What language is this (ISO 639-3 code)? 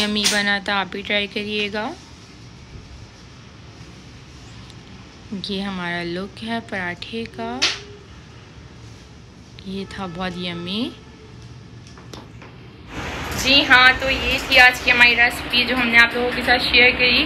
hin